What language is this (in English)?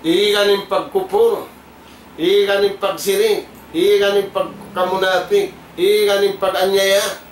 Tausug